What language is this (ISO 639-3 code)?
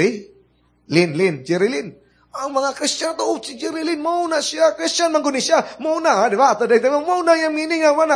ceb